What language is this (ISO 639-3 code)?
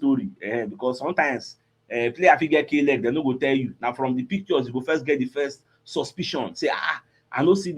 pcm